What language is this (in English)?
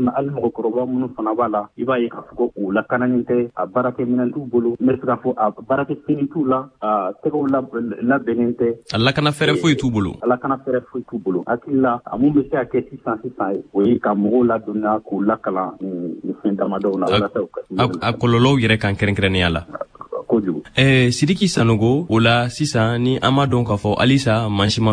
Bambara